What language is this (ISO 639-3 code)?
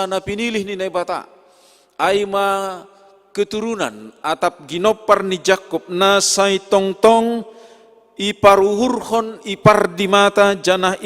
bts